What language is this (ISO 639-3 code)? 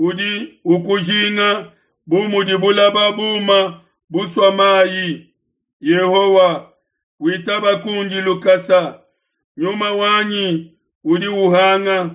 lua